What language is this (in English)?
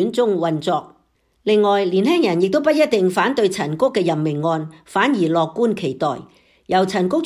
Cantonese